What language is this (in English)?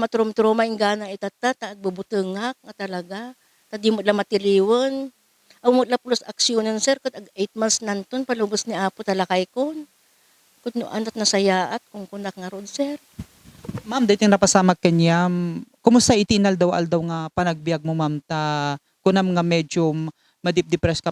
Iloko